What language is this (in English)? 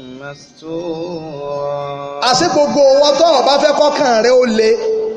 Yoruba